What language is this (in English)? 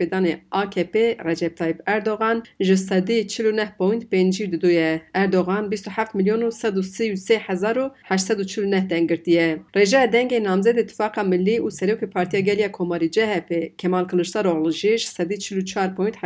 Kurdish